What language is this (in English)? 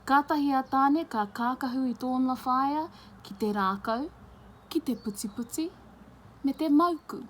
Māori